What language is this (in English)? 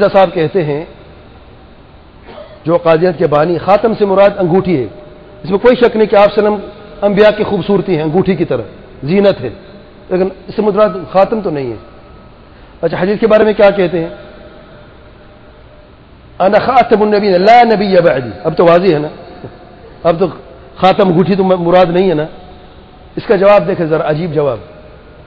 Urdu